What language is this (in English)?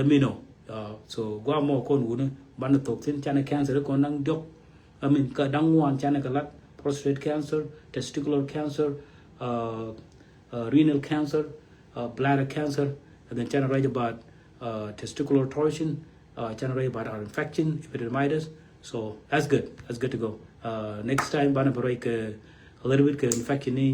Nuer